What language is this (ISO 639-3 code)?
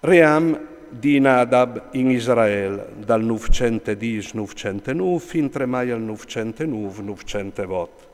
fur